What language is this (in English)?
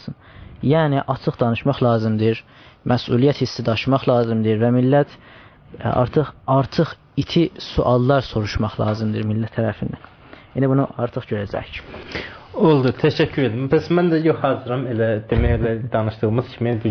South Azerbaijani